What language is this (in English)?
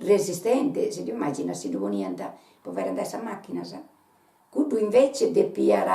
Sardinian